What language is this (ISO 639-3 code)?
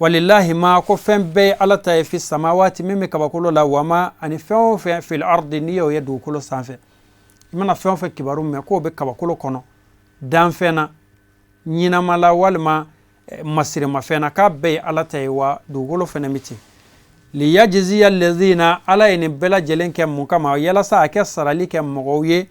bam